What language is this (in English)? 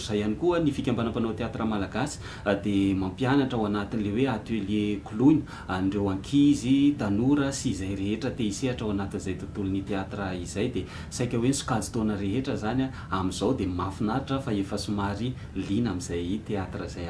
Malagasy